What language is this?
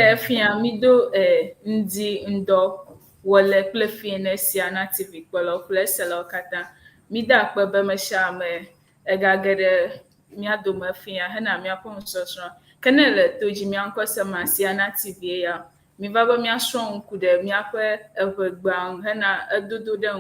Ewe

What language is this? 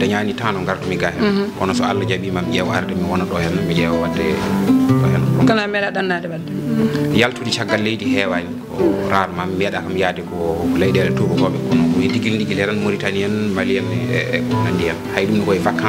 Fula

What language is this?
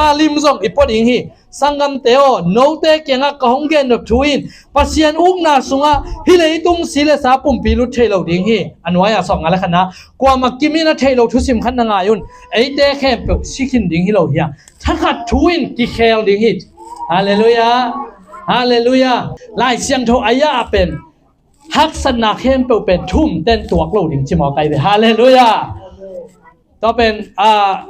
Tedim Chin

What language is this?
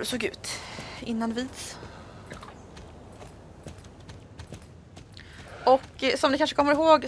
Swedish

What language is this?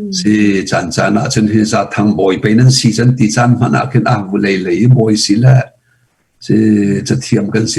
Hakha Chin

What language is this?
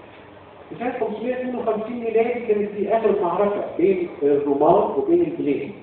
Egyptian Arabic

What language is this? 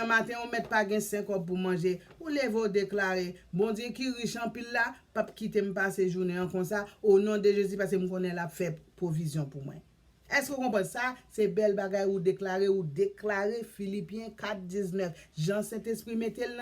Haitian Creole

